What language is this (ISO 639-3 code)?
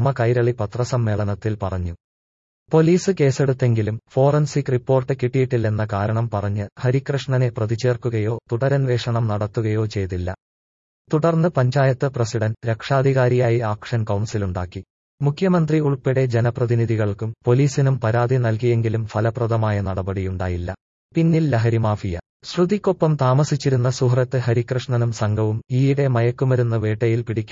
mal